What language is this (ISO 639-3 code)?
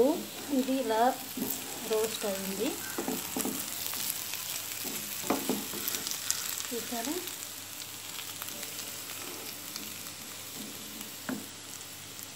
tel